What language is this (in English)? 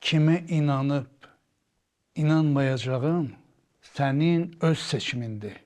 Azerbaijani